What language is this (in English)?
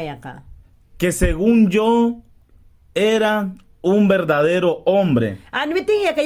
Mayangna